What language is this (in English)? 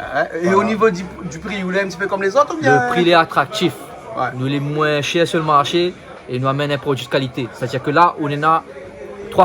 Réunion Creole French